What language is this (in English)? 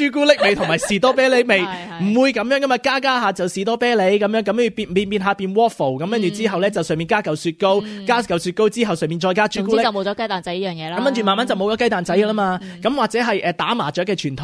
Cantonese